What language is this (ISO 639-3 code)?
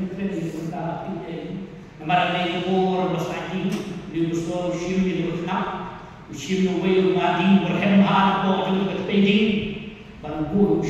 kha